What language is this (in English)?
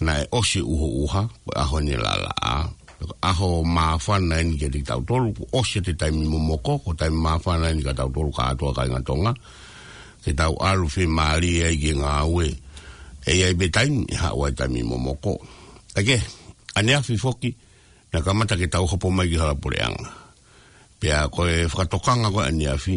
Tongan